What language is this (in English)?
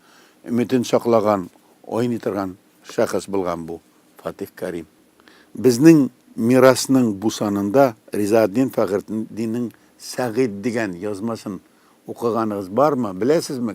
Tatar